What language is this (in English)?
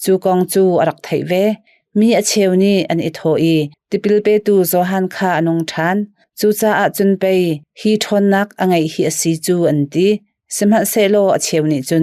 Hakha Chin